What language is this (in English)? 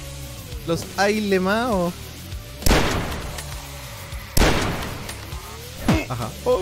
Spanish